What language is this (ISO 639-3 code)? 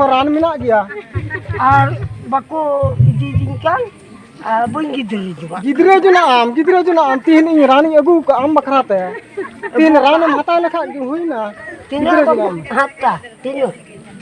sat